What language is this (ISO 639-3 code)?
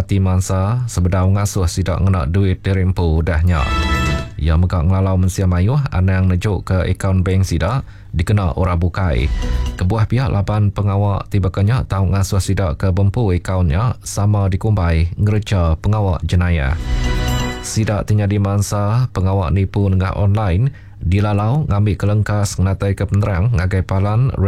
iba